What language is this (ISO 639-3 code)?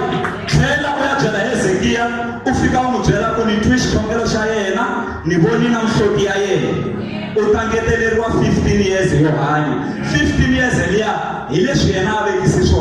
tso